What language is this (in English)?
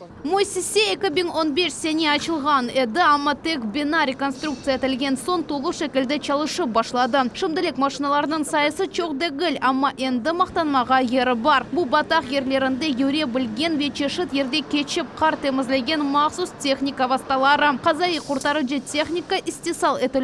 Crimean Tatar